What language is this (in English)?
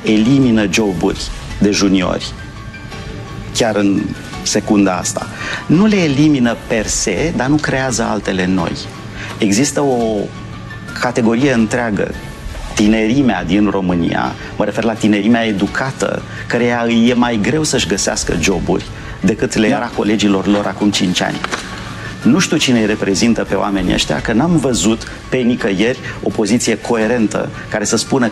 Romanian